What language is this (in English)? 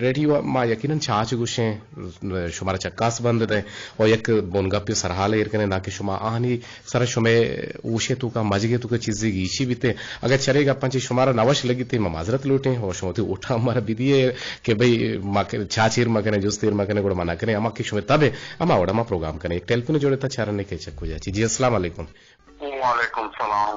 Eastern Balochi